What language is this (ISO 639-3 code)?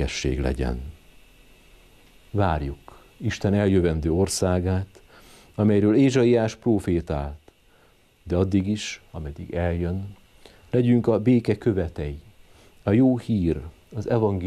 hun